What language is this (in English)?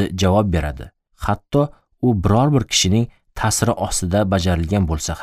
Uzbek